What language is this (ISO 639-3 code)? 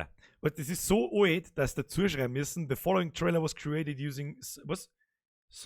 bar